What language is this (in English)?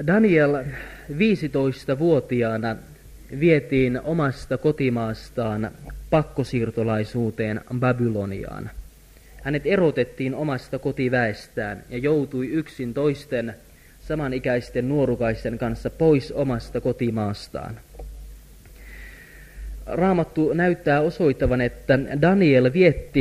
Finnish